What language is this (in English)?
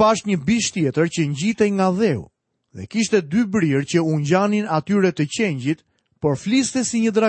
Albanian